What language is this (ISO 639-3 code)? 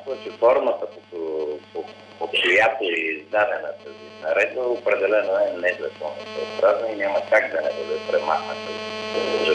bul